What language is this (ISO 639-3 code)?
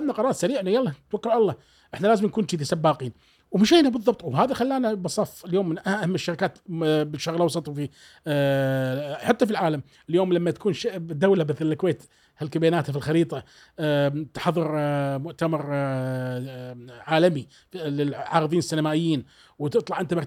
afb